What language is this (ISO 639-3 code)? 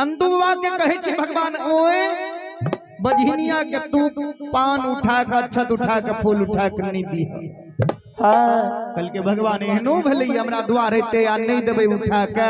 mai